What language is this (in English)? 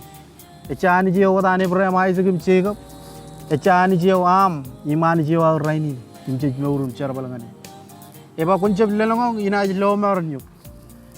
Marshallese